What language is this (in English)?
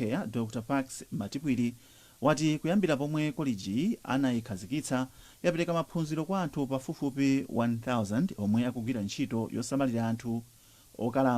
Nyanja